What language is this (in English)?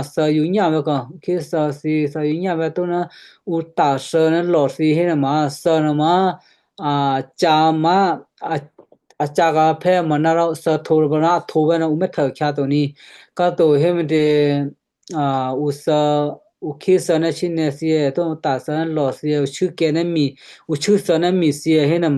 Western Kayah